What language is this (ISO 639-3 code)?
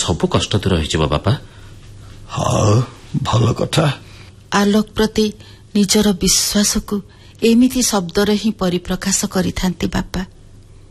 ori